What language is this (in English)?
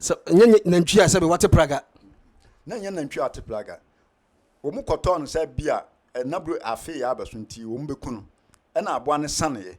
Akan